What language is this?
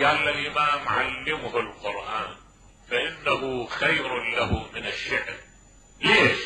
Mesopotamian Arabic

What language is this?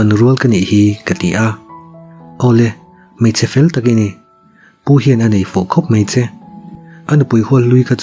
Mizo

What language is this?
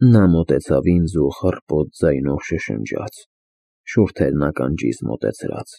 Armenian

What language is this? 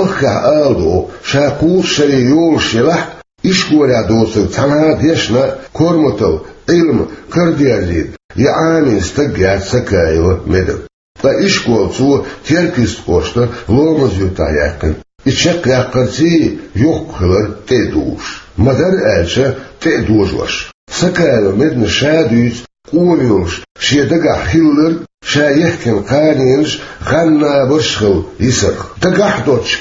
Chechen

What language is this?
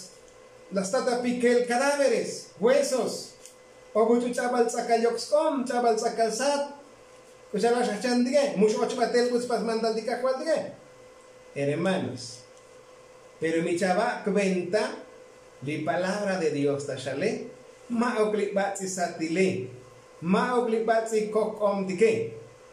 Tzotzil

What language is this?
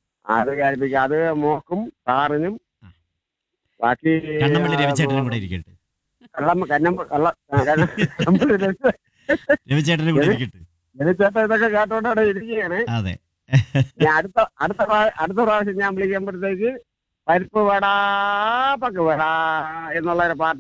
Malayalam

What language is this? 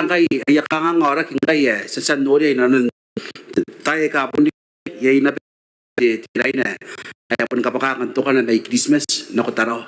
Gilbertese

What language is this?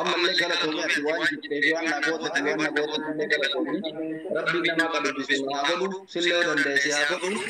Oromo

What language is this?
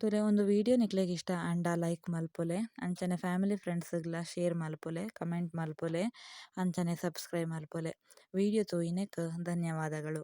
Tulu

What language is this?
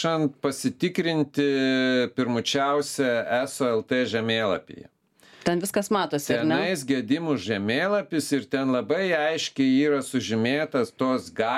Lithuanian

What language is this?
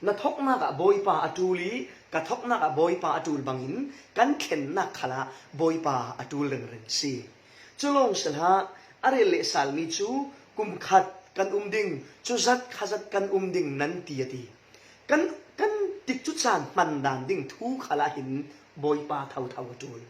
Falam Chin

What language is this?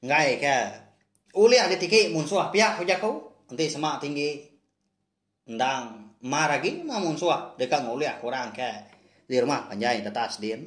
Iban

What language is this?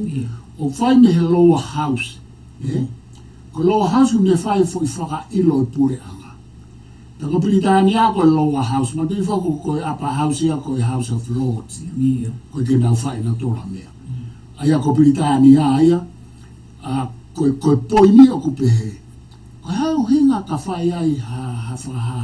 Tongan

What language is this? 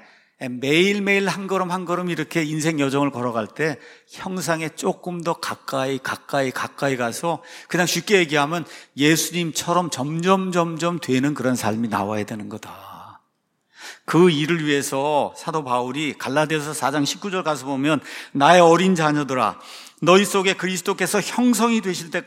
Korean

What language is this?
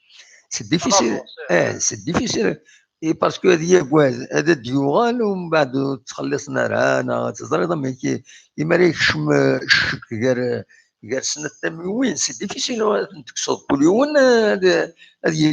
Kabyle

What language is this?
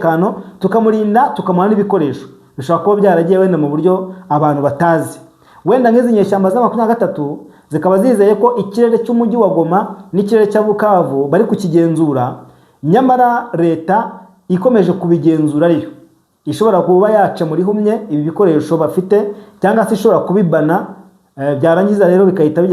Kinyarwanda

